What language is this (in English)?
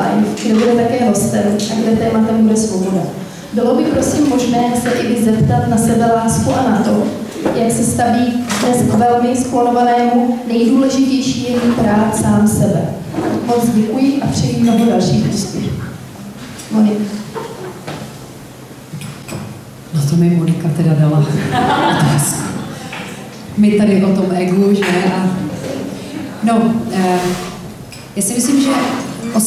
Czech